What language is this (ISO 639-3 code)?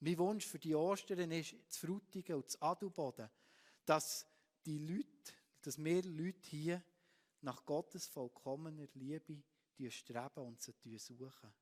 gsw